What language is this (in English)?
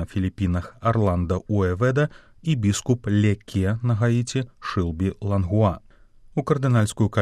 Belarusian